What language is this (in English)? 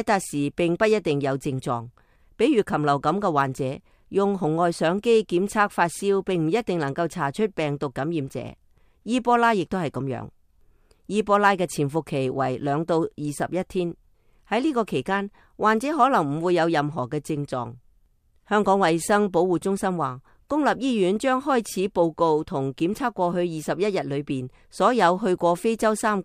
Cantonese